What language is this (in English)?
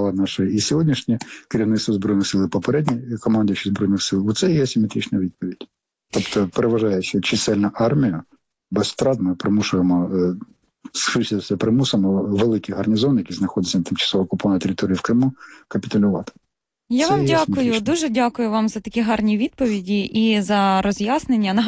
Ukrainian